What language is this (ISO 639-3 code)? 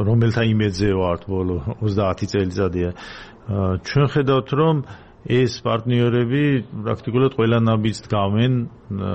kat